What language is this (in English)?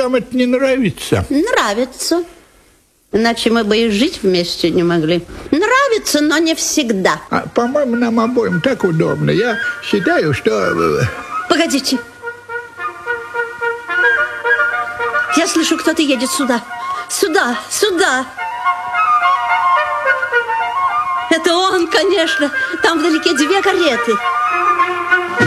Russian